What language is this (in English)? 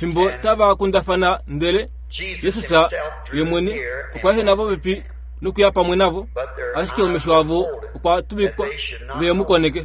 Kuanyama